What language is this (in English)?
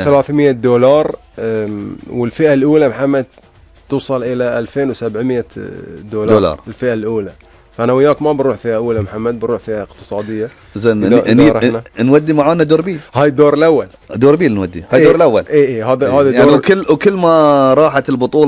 Gulf Arabic